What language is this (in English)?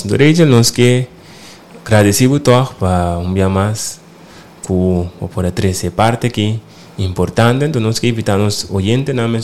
Papiamento